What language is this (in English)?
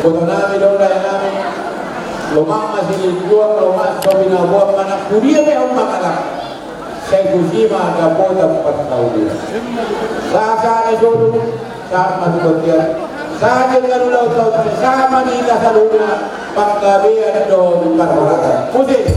Batak Toba